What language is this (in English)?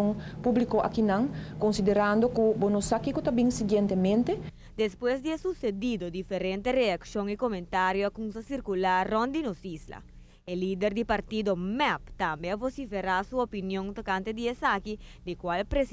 Papiamento